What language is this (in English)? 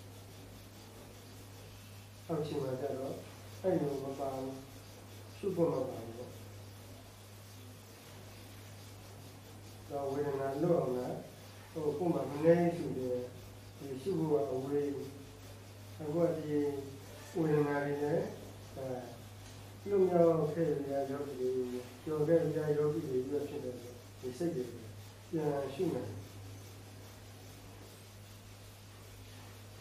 Burmese